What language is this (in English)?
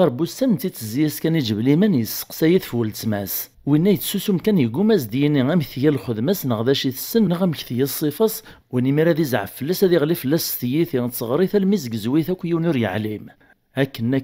Kabyle